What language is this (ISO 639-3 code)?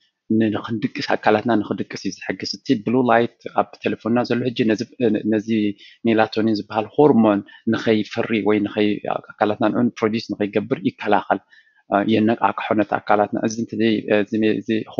tir